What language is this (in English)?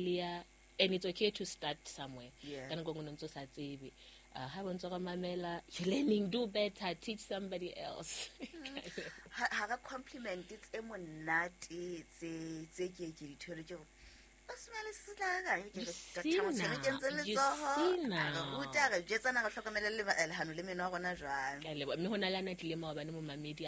Southern Sotho